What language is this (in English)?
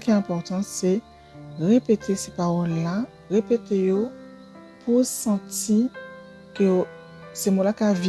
Guadeloupean Creole French